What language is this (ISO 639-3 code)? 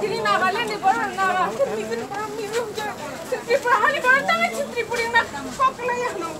trp